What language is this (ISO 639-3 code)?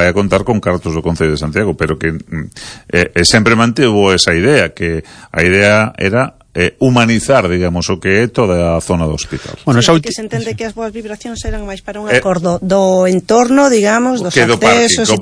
glg